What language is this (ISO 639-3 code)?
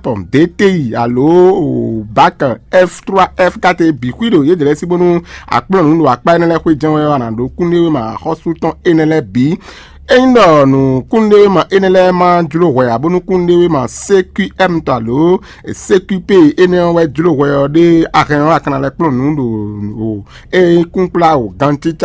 fon